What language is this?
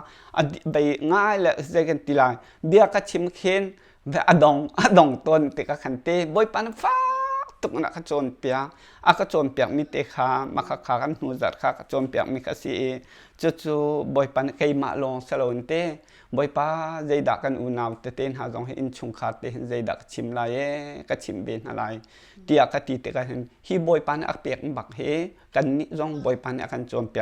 Hakha Chin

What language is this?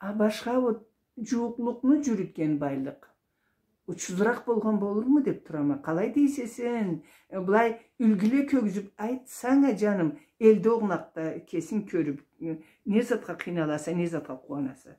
Karachay-Balkar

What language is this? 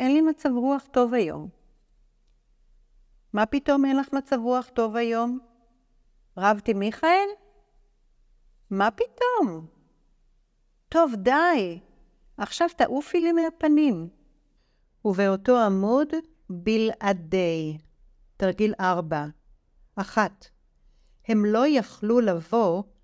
Hebrew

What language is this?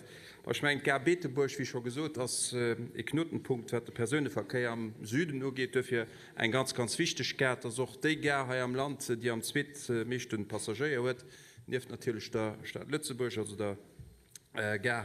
Luxembourgish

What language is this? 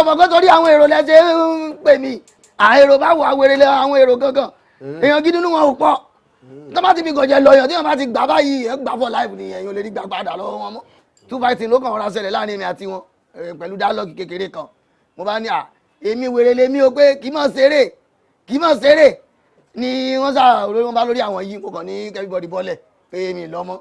Yoruba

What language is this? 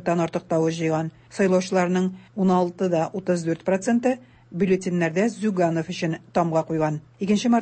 Tatar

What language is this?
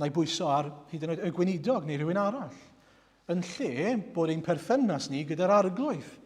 Welsh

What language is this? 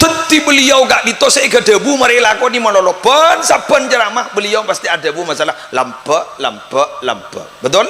Madurese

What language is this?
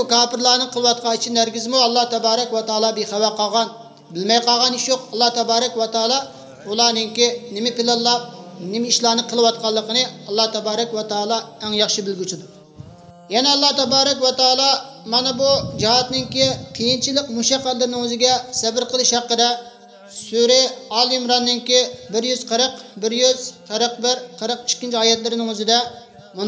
Uyghur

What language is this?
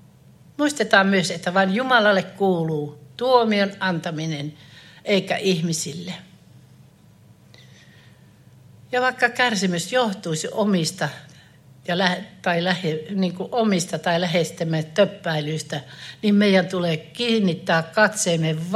Finnish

